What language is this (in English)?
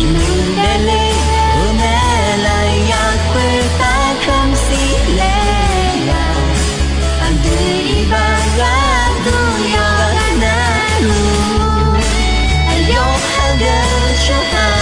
Akha